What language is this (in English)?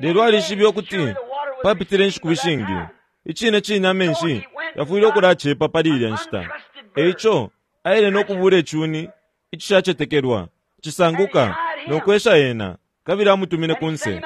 Bemba